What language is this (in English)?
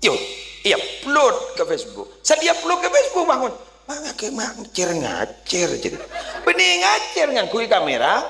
Madurese